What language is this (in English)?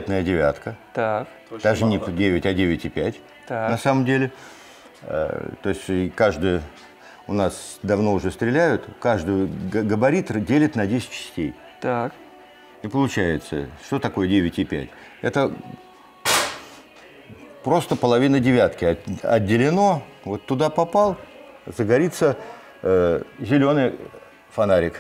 Russian